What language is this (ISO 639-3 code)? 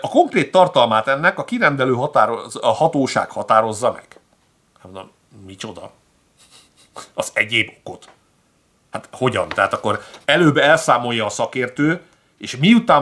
hun